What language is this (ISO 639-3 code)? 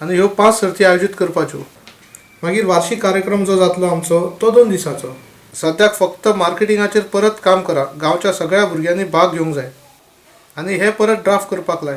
kok